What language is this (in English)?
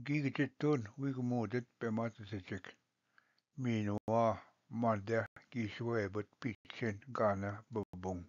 Ojibwa